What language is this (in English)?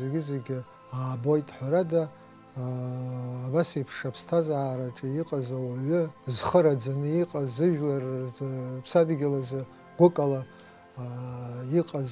Abkhazian